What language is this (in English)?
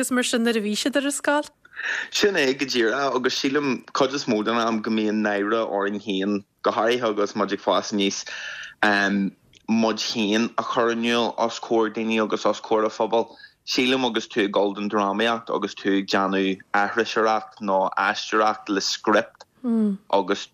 Irish